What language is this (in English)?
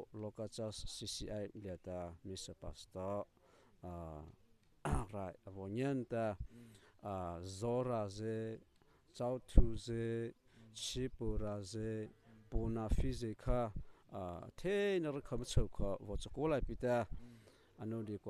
Mara Chin